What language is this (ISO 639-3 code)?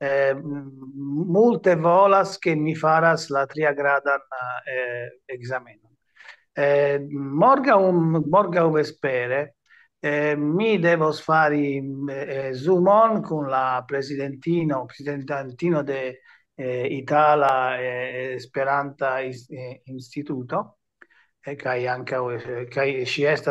epo